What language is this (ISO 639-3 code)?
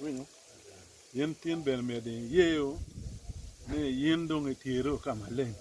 ach